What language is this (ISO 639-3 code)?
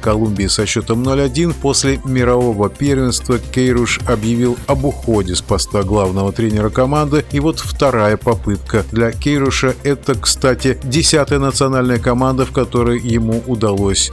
rus